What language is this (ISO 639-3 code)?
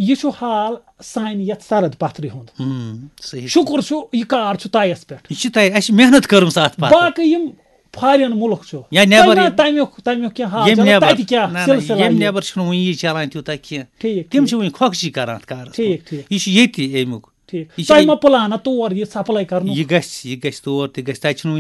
kas